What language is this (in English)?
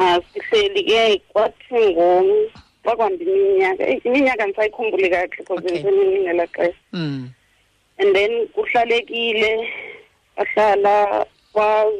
Xhosa